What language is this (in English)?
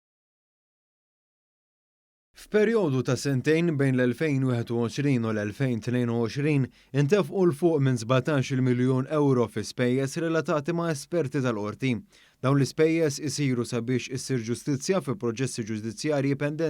Maltese